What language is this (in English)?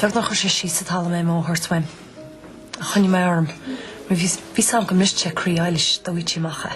Irish